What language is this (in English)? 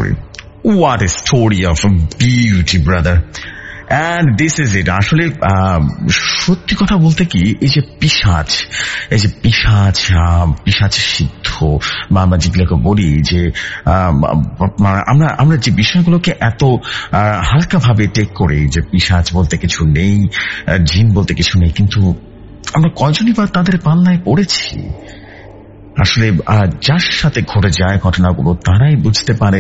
Bangla